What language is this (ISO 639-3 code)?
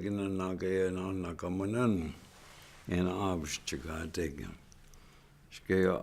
ciw